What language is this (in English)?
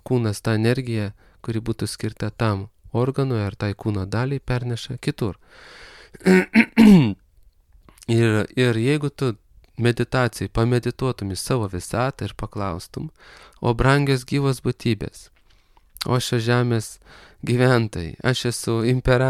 Lithuanian